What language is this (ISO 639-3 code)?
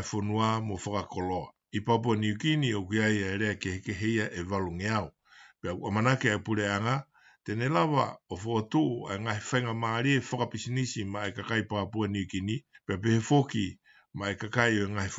ton